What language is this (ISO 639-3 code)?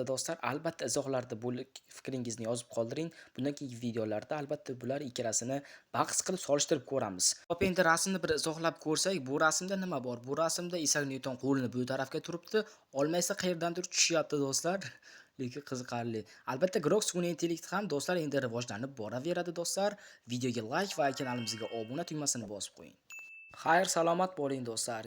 uzb